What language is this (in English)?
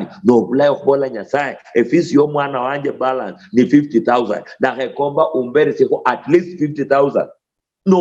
Luyia